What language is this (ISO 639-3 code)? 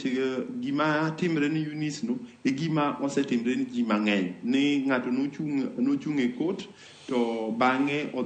luo